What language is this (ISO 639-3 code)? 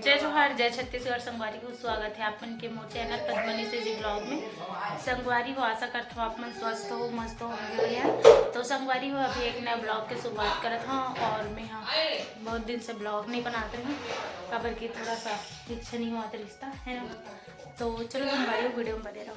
hne